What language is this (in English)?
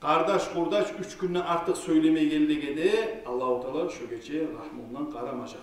Kumyk